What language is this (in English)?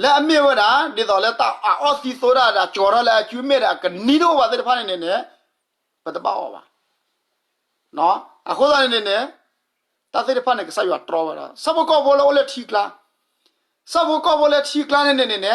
S'gaw Karen